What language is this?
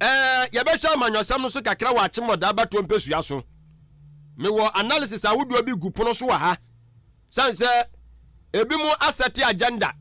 Akan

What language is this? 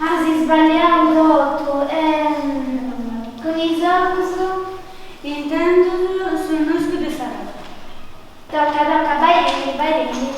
Sardinian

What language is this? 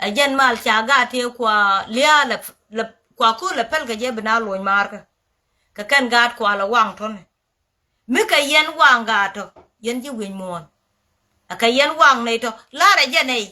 Nuer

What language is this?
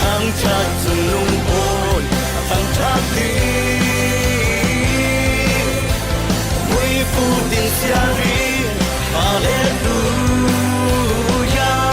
Falam Chin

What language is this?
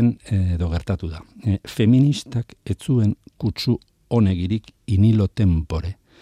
Basque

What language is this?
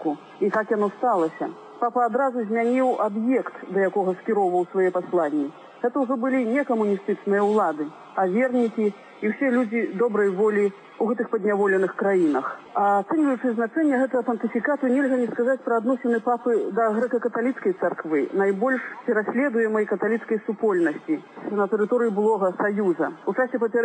Belarusian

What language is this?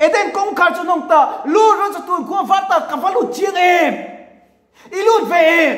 Mizo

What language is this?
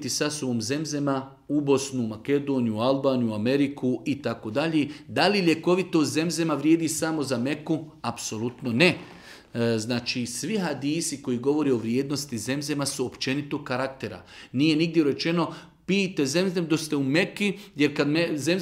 Bosnian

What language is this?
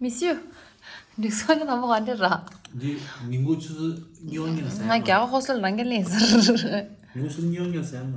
Tibetan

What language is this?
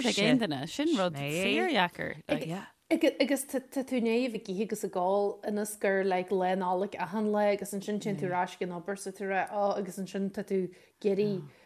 Irish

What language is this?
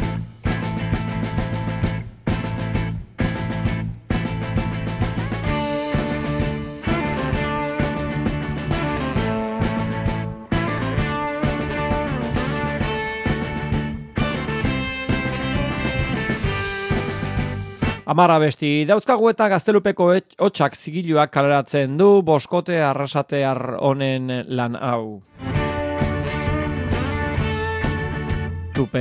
Basque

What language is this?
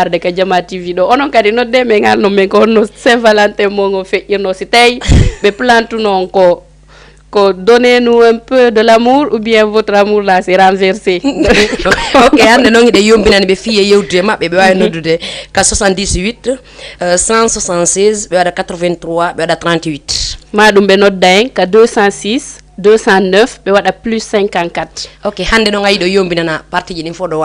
Fula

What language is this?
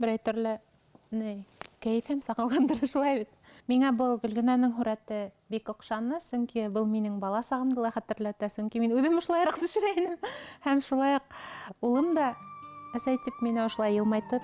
Bashkir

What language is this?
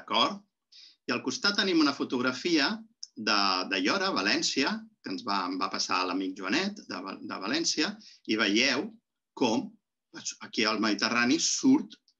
Catalan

